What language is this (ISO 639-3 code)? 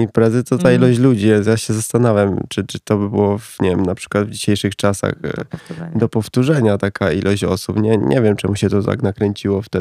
pol